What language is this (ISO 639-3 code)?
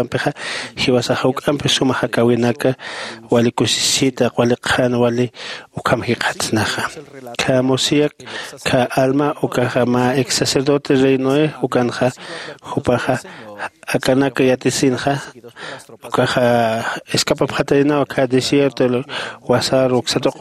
aym